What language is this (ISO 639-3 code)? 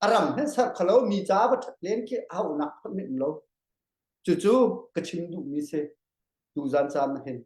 cnh